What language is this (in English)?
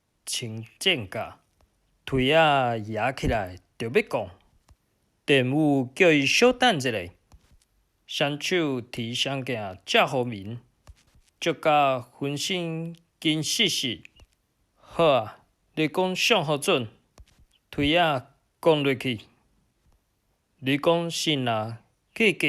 Min Nan Chinese